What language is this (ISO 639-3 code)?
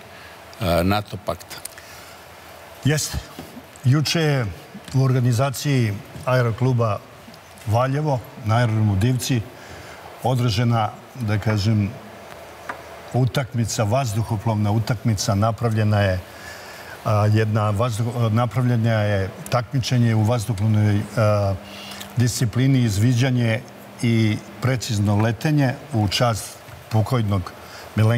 srp